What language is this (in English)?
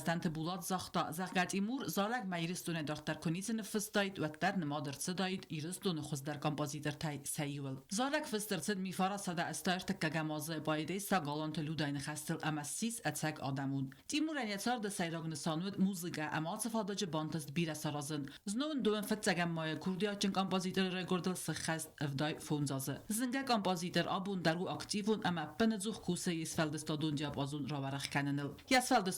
Ossetic